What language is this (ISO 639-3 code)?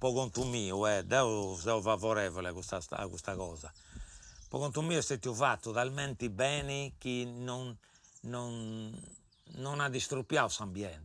srd